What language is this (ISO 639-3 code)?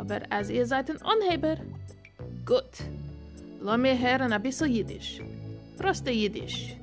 yid